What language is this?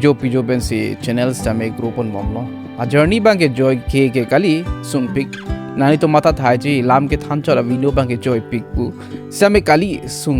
Karbi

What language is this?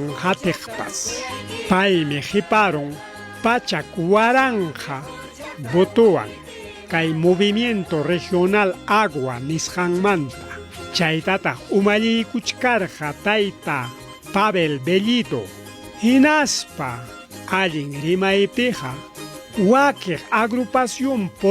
Ayacucho Quechua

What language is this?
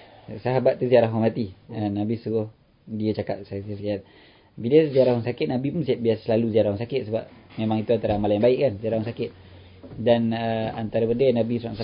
Malay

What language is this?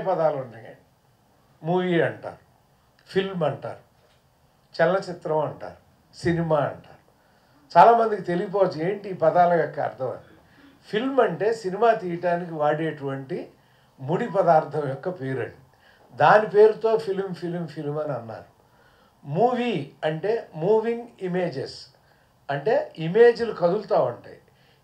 Telugu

